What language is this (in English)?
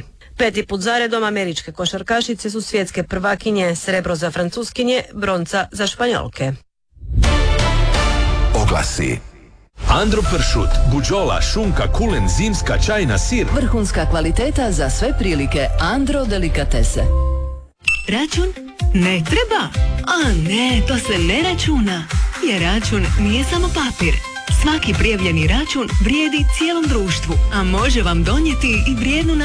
Croatian